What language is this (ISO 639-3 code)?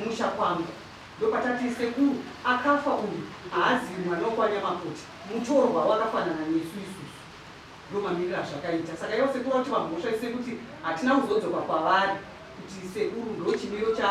sna